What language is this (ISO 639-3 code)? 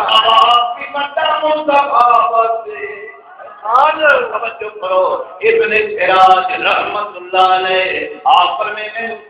skr